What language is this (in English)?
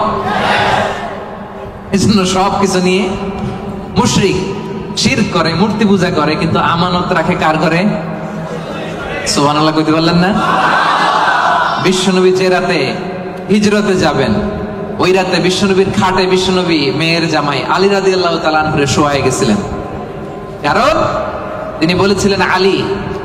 Bangla